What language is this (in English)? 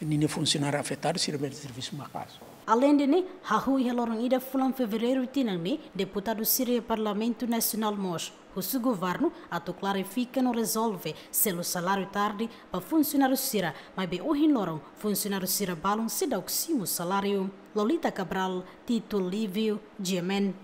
Tetum